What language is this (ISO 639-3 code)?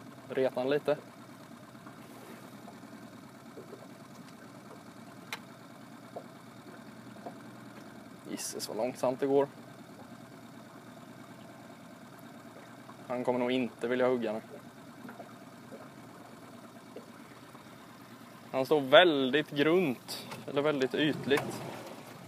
swe